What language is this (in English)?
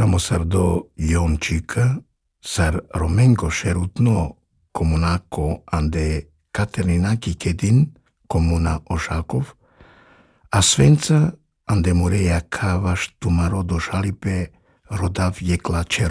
Slovenian